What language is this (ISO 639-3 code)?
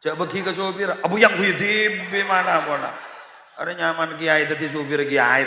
mad